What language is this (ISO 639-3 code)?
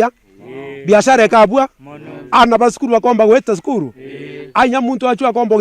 mer